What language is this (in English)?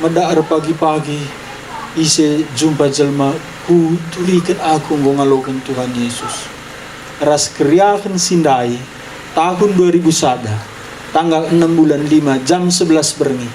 Batak Karo